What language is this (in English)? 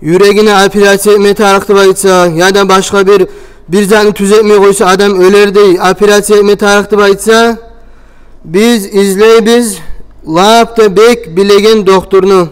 Kumyk